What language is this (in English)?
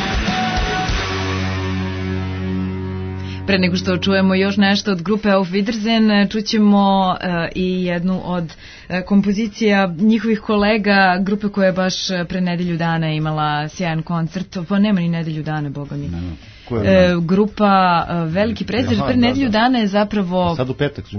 Serbian